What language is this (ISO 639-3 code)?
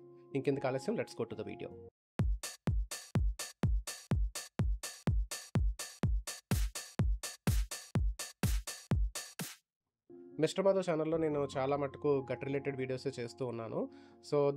tel